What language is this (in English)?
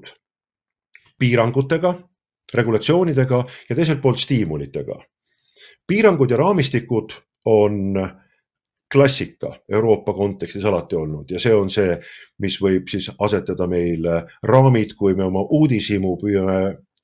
Estonian